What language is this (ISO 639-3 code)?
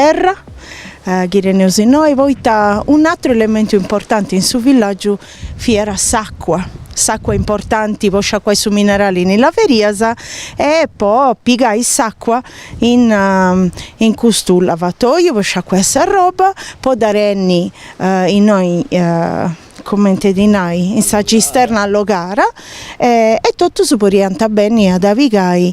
srd